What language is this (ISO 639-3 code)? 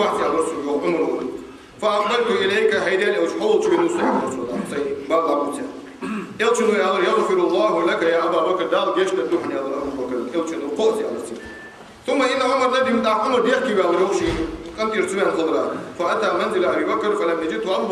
inh